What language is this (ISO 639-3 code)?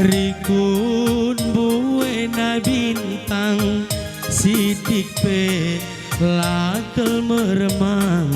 btx